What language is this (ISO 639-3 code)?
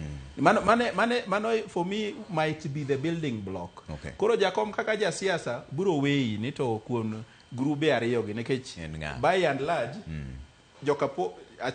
luo